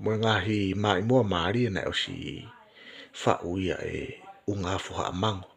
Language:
Tongan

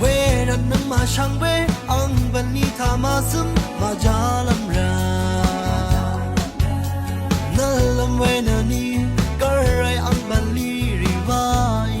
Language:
Rawang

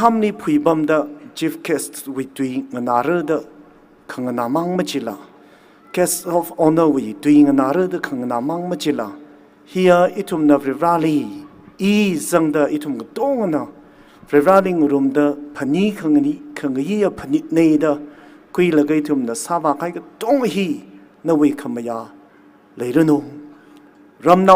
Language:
Tangkhul Naga (India)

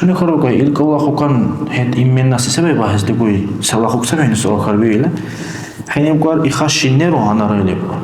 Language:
Dargwa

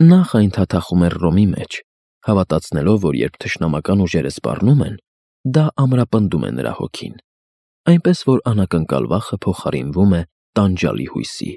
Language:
Armenian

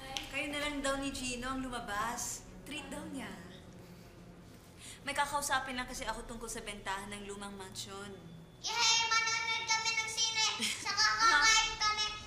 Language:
Filipino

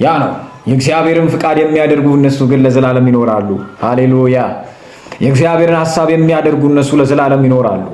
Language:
Amharic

